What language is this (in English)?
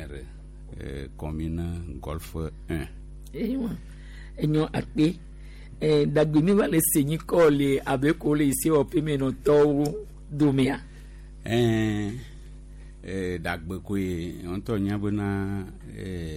Gen